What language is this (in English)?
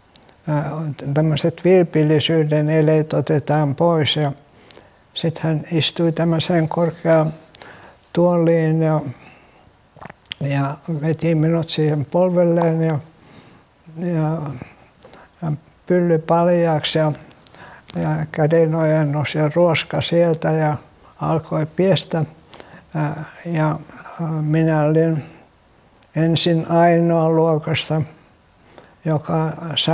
Finnish